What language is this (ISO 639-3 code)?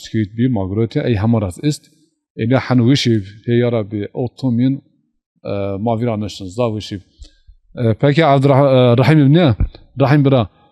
zza